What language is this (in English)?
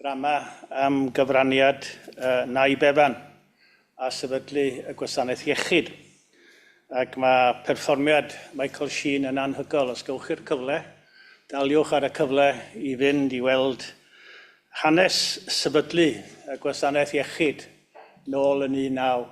Welsh